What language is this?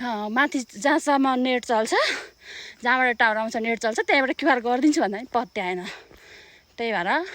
Nepali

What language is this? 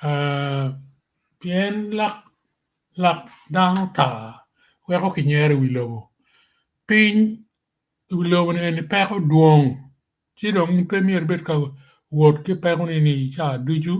Acoli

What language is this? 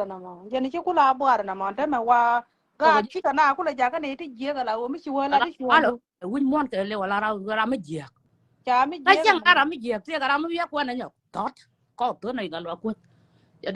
Nuer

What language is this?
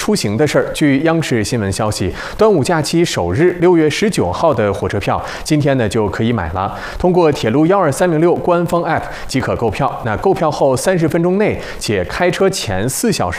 Chinese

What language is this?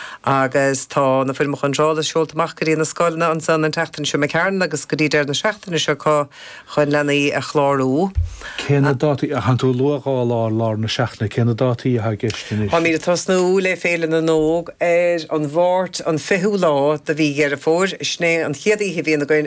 Irish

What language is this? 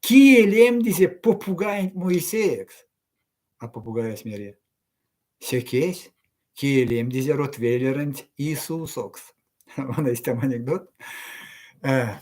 Erzya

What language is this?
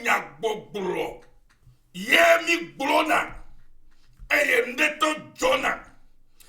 Ewe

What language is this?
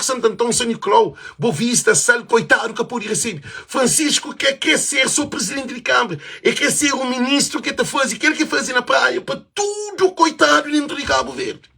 Kabuverdianu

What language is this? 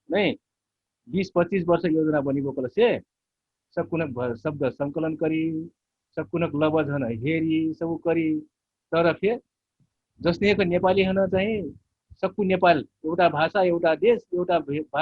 Dangaura Tharu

